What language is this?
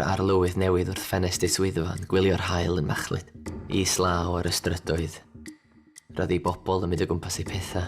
Welsh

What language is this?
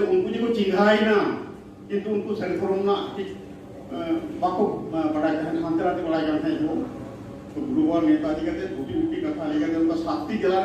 Santali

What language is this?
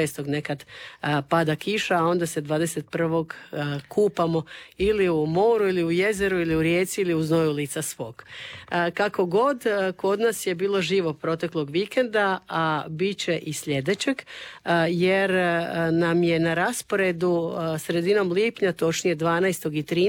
Croatian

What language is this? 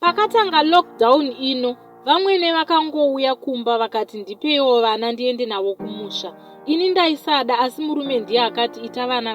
Shona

